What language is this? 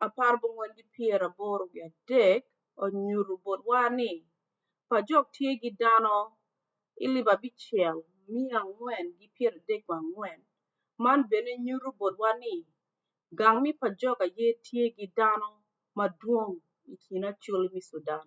Acoli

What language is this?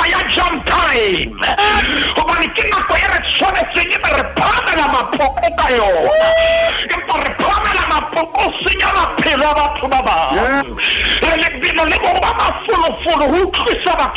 Southern Sotho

